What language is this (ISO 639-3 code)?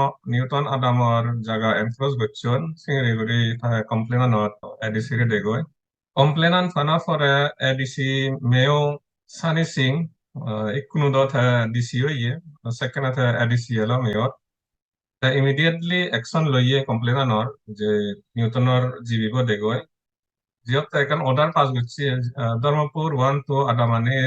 ccp